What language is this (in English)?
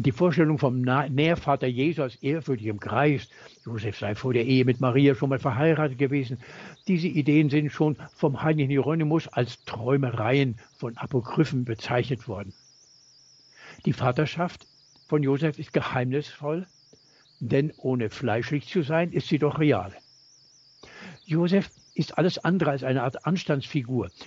German